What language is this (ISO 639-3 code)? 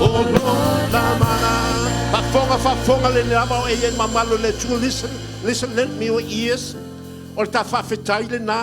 smo